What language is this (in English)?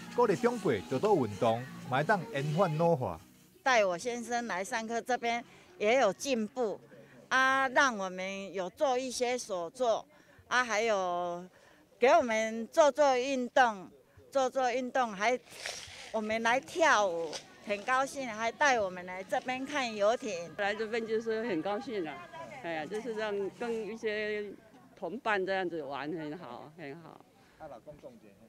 Chinese